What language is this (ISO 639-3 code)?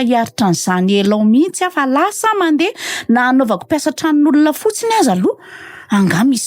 mlg